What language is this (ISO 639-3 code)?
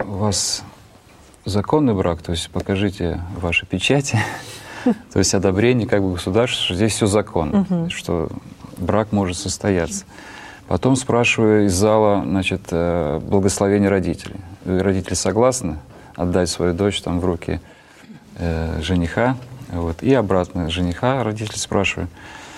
rus